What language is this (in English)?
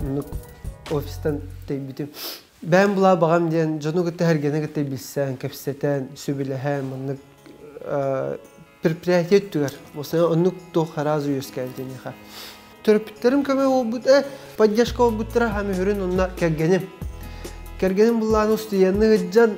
Yakut